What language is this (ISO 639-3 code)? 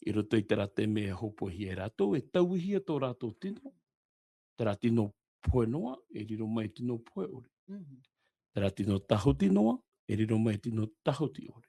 tah